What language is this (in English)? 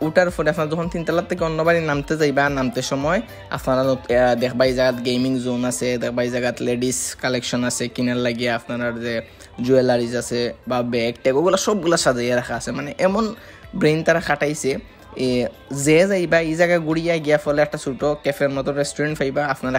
Sylheti